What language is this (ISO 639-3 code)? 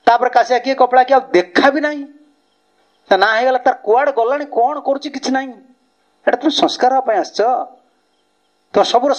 ori